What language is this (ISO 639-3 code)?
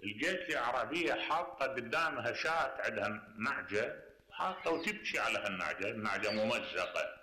acm